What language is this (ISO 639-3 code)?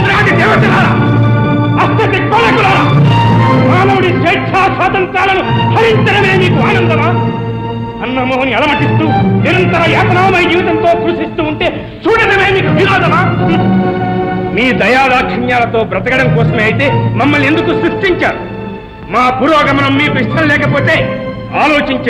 tel